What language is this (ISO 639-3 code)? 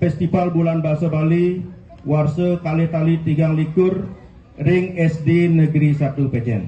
ban